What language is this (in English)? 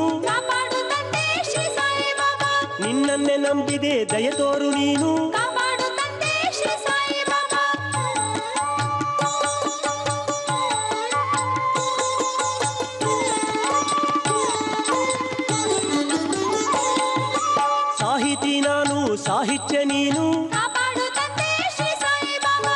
Kannada